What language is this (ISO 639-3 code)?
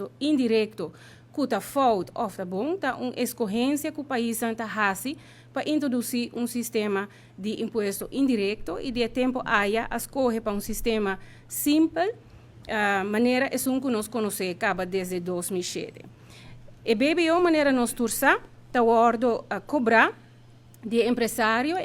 pap